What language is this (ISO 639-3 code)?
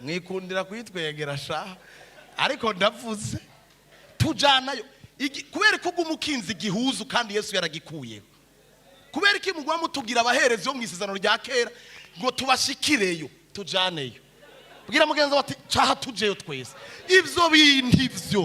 run